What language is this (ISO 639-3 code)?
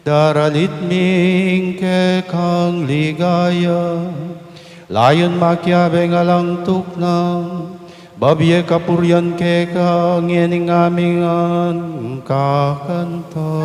pam